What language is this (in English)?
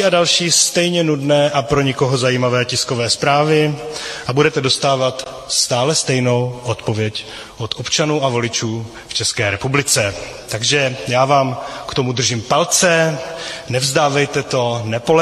Czech